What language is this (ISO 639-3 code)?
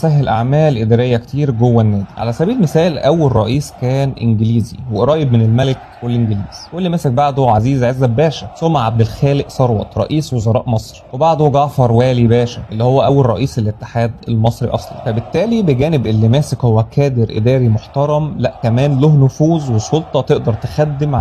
arz